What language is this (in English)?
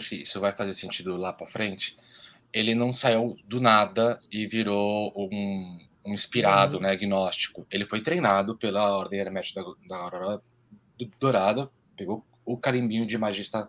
Portuguese